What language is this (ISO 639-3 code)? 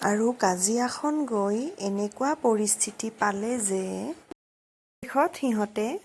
asm